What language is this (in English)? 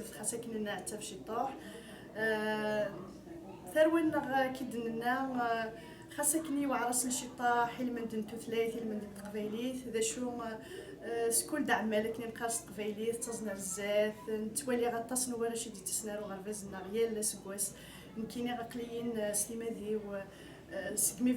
Kabyle